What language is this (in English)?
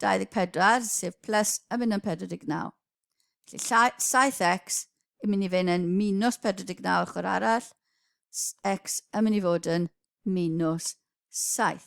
Welsh